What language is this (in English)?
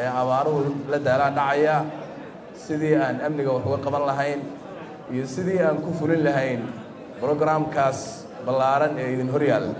Somali